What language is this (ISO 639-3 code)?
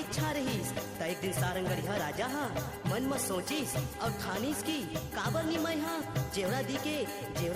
hne